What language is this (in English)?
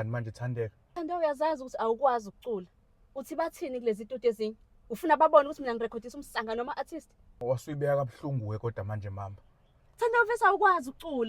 Zulu